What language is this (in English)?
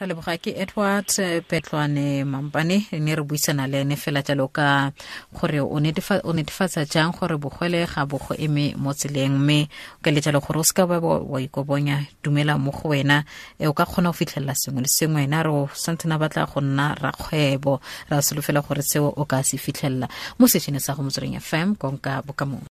Tswana